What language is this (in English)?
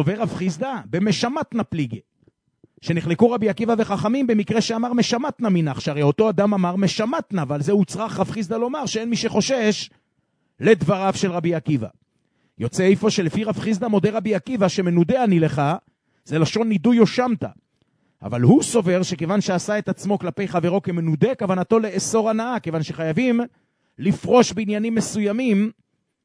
Hebrew